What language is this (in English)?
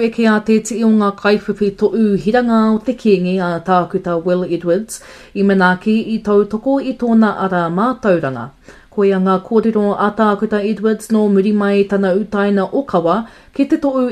Māori